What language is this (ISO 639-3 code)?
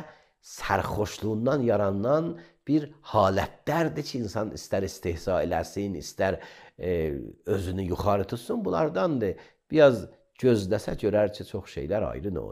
aze